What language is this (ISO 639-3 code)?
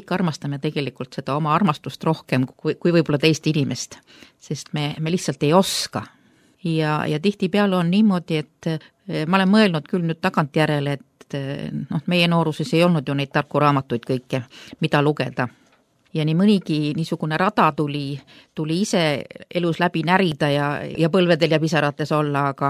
est